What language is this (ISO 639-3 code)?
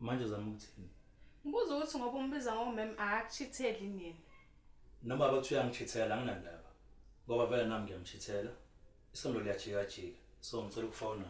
zul